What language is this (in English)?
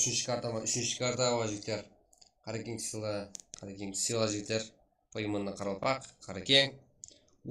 Kara-Kalpak